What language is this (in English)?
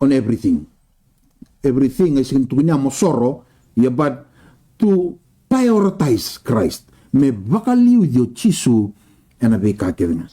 Fijian